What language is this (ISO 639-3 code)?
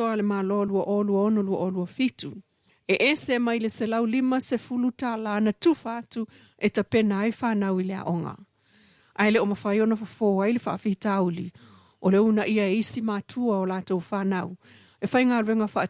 smo